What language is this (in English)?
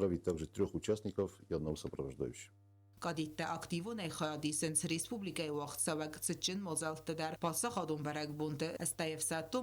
Ossetic